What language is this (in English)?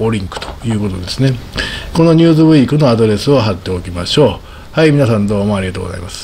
Japanese